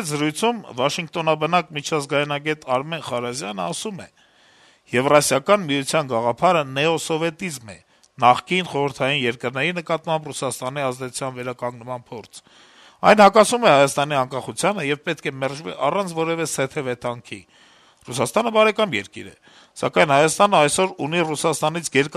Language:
Armenian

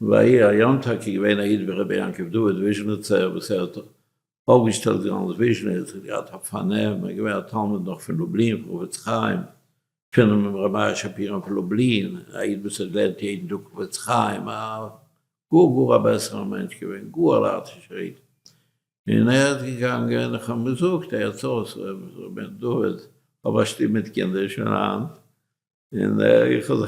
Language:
Yiddish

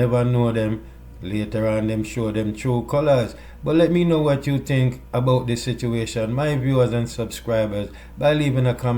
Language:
Jamaican Creole English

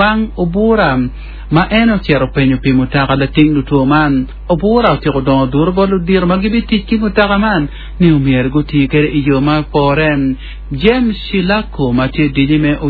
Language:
Acoli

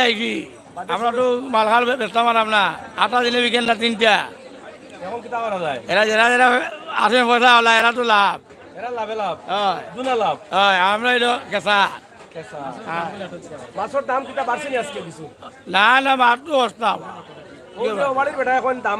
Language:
Sylheti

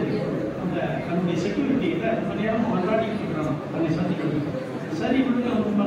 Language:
Tamil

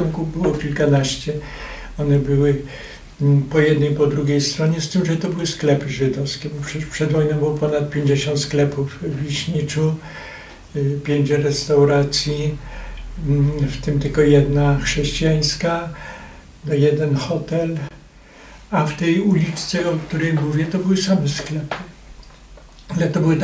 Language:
Polish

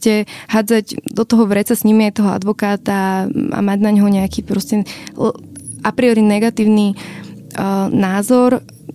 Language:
Slovak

